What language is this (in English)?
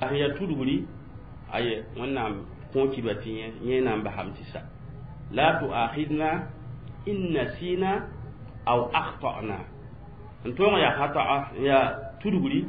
Mossi